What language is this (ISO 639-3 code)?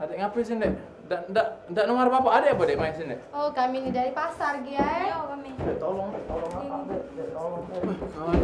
mui